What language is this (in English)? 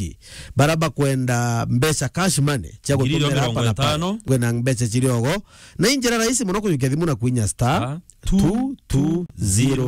Meru